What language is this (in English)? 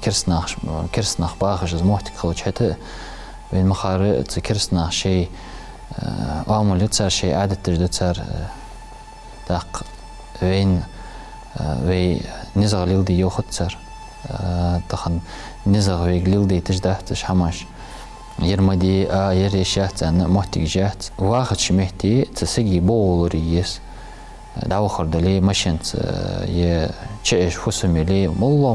Ingush